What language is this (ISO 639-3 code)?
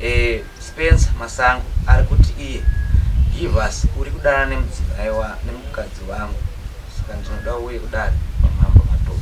sna